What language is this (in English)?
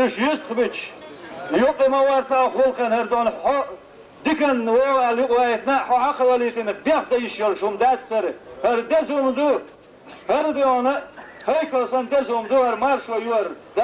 Chechen